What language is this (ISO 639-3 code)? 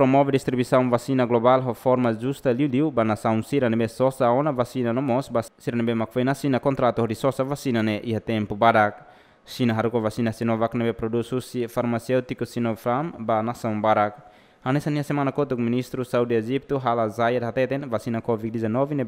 tet